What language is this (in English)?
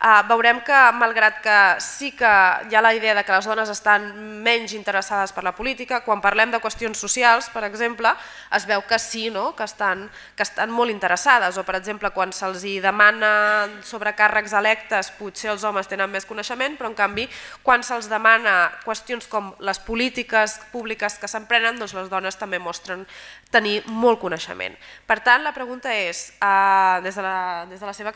Catalan